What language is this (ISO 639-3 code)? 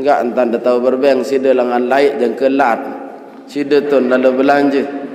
sas